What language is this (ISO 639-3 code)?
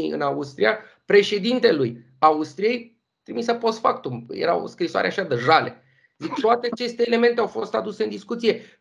ron